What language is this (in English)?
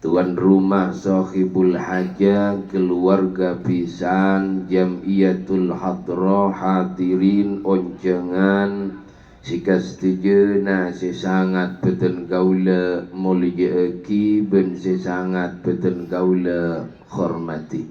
Madurese